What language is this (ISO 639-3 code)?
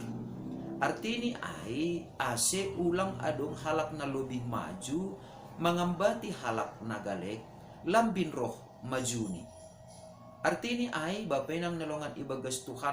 bts